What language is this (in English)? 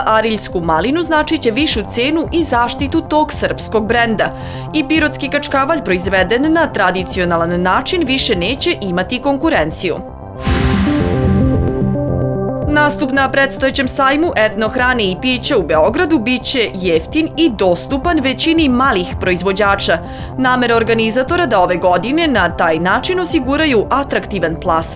Serbian